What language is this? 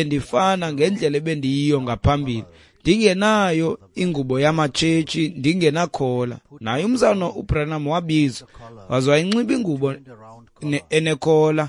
Xhosa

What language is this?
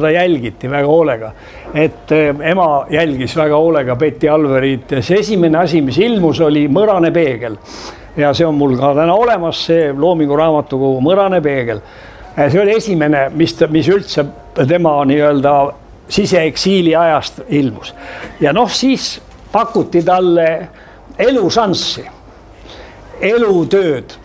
Estonian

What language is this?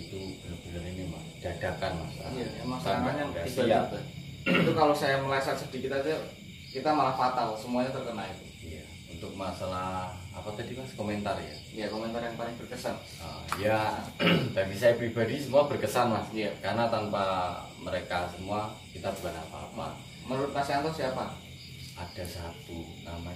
Indonesian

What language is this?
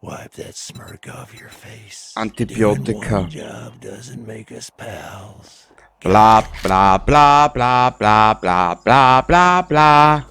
Bavarian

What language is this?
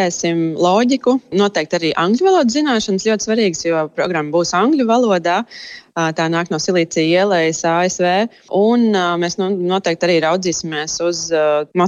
Latvian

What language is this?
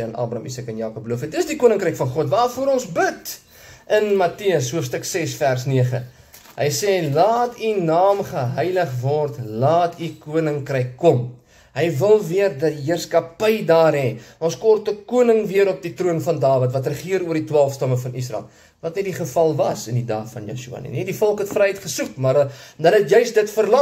Afrikaans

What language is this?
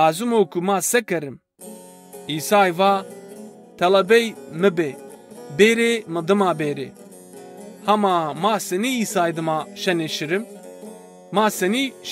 Zaza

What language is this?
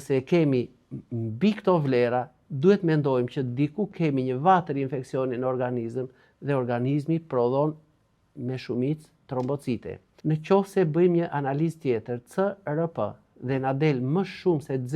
Albanian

